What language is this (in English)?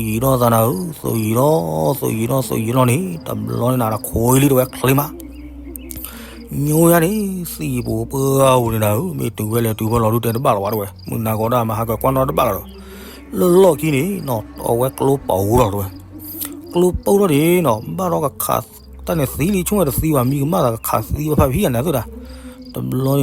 S'gaw Karen